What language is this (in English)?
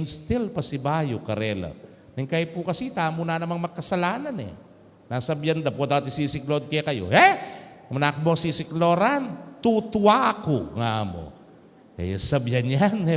Pampanga